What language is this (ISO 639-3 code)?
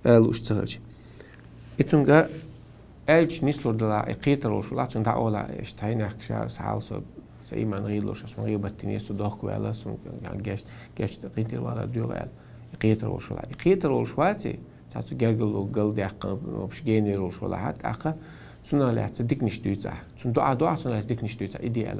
che